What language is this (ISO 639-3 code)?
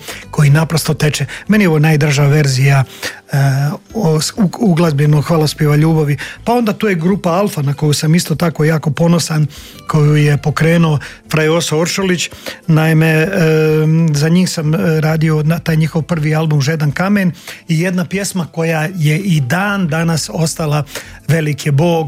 hrv